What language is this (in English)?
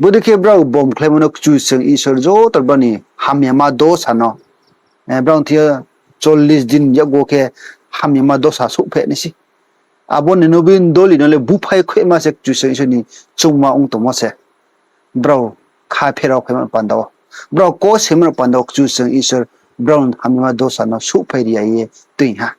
Riang (India)